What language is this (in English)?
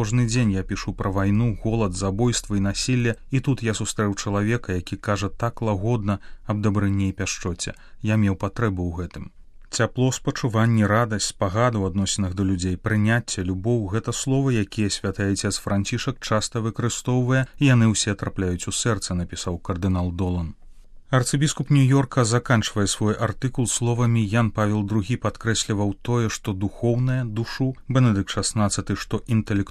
Belarusian